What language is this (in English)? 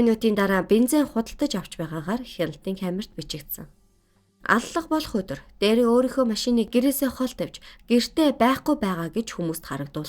Mongolian